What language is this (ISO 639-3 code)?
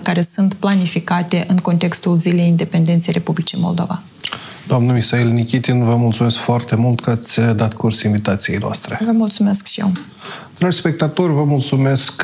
ron